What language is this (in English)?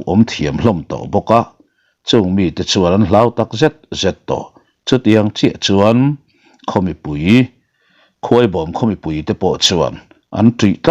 Mizo